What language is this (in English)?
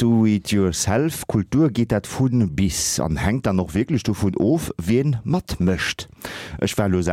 Luxembourgish